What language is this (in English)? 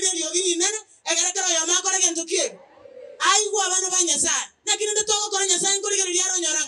Gusii